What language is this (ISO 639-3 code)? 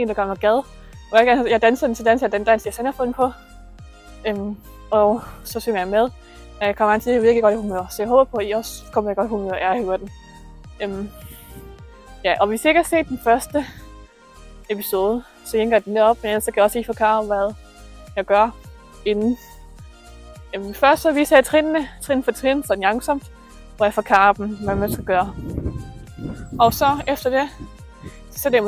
dan